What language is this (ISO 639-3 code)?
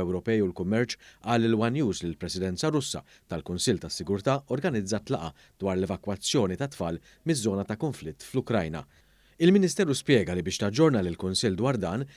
mlt